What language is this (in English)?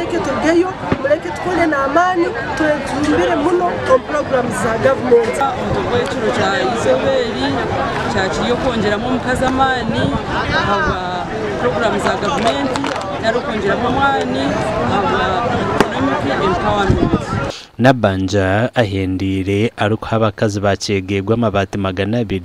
Nyankole